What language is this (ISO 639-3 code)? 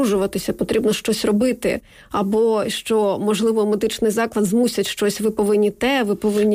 ukr